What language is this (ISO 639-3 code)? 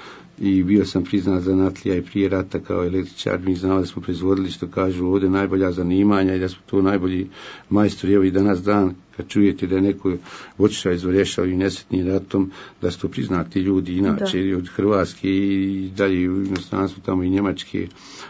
bos